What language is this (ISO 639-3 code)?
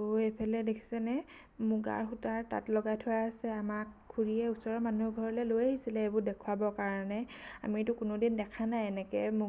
asm